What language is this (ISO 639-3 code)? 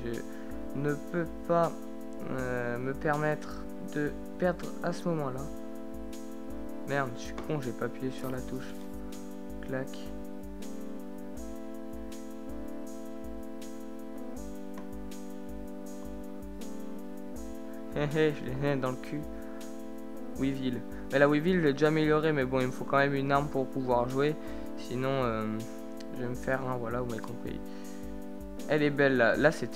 fra